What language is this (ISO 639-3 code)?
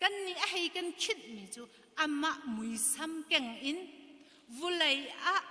cnh